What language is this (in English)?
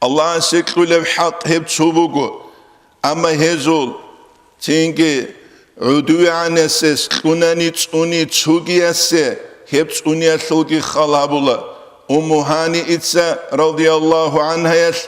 Avaric